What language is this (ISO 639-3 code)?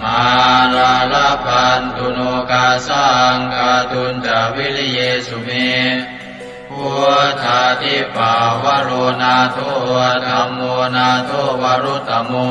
pli